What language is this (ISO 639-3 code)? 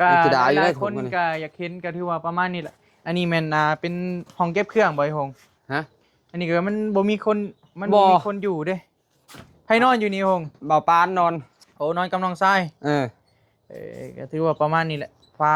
tts